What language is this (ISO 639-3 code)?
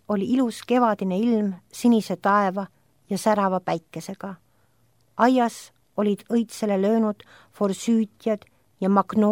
est